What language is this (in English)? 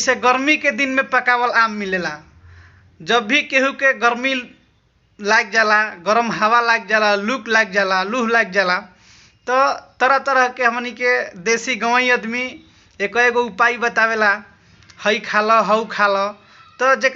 Bhojpuri